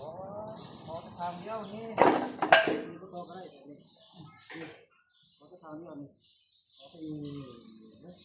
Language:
Northeastern Thai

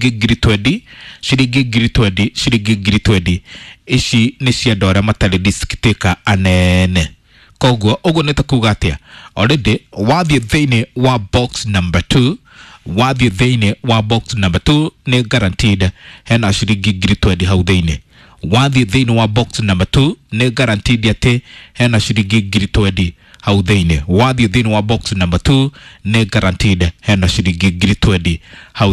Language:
Kikuyu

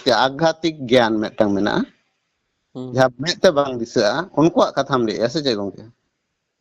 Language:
Santali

